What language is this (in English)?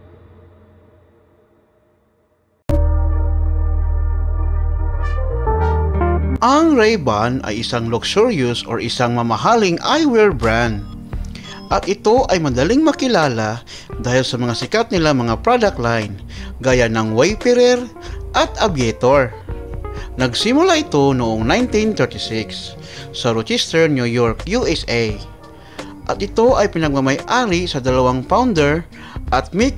Filipino